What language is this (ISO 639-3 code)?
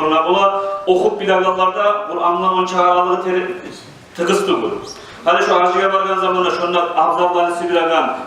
kum